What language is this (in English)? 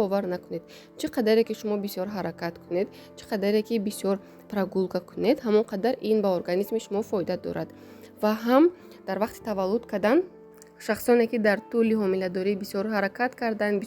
Tajik